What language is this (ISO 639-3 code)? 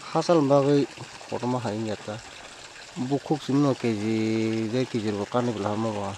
trp